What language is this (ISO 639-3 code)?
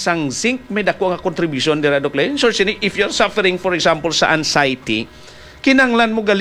hil